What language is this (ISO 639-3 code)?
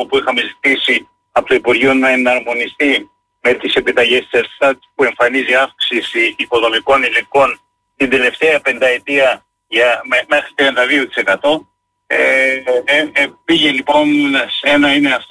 ell